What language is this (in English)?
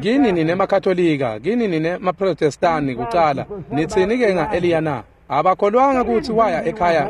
Swati